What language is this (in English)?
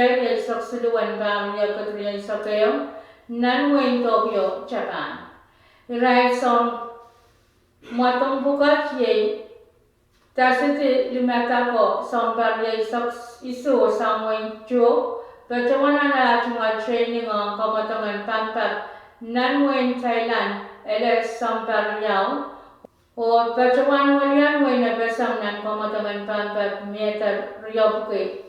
Pohnpeian